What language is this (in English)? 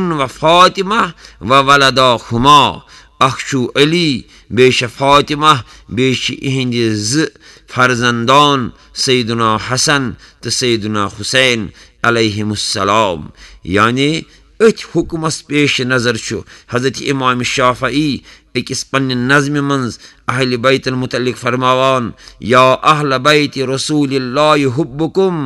Kashmiri